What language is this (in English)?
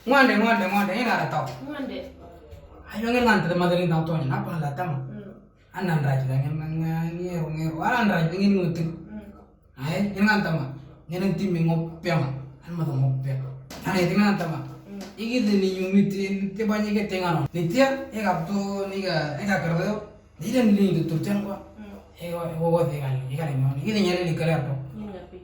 Moro